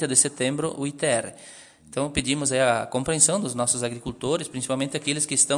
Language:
Portuguese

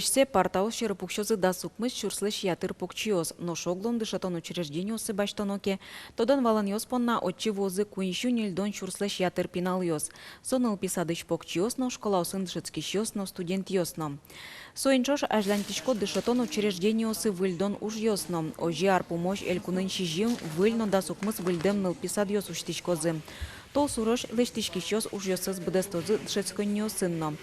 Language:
Udmurt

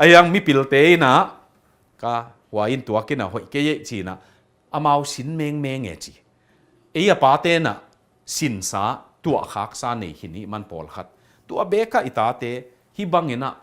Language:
Tedim Chin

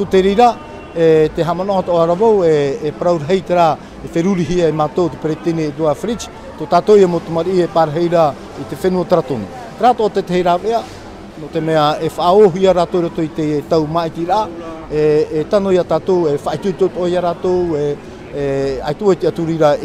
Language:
Tahitian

